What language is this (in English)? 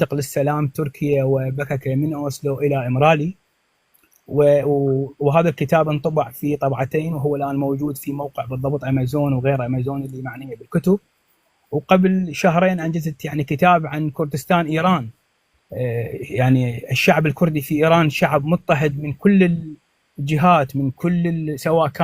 North Levantine Arabic